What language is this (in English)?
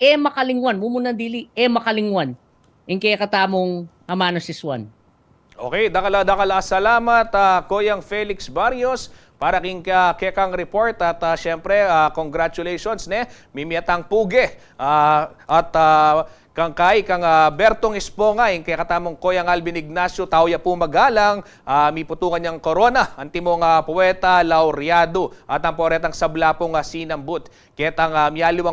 Pampanga